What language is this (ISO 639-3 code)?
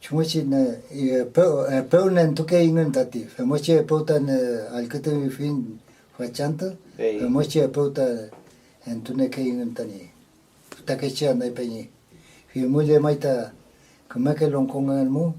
arn